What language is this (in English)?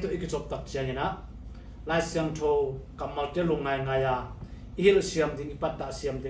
Tedim Chin